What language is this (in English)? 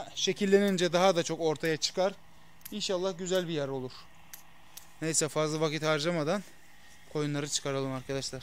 Turkish